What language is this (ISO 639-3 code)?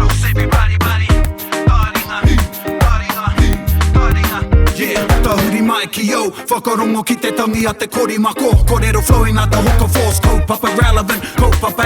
mri